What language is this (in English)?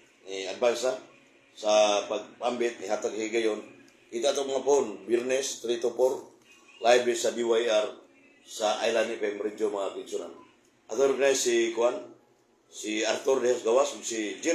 Cebuano